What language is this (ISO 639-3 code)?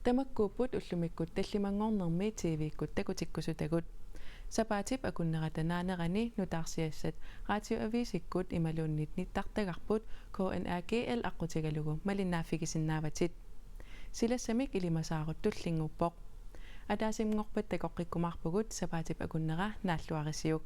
kal